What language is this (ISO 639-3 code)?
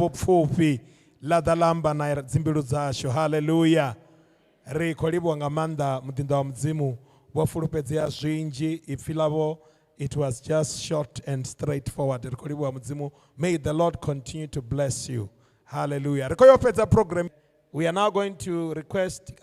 ven